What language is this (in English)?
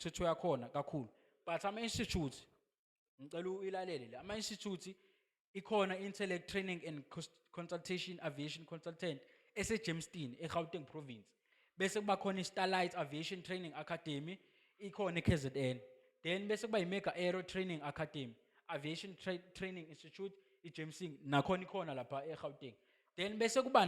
Zulu